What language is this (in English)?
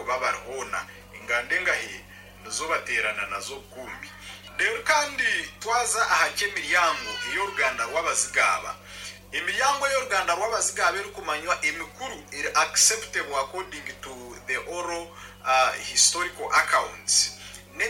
Nyankole